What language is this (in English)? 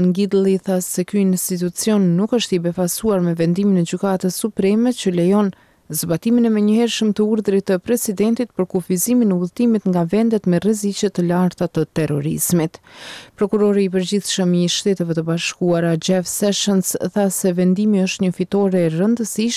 Albanian